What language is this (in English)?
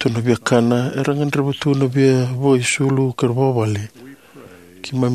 Fijian